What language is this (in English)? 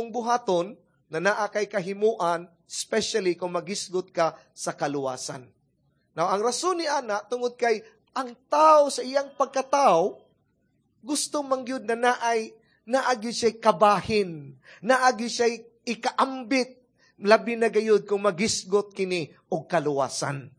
Cebuano